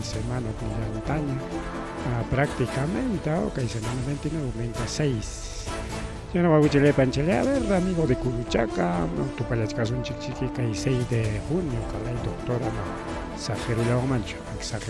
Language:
Ayacucho Quechua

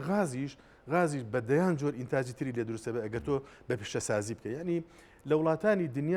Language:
Central Kurdish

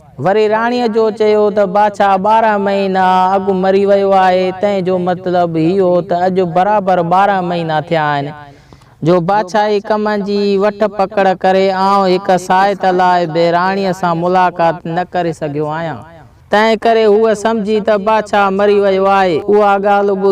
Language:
Sindhi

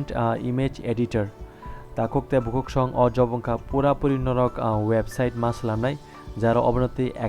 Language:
Kok Borok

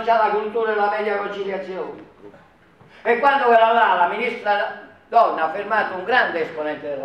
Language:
Italian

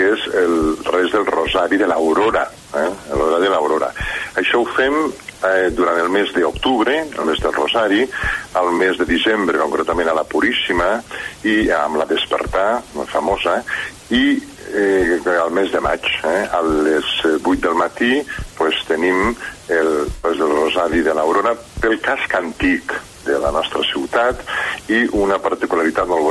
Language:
Catalan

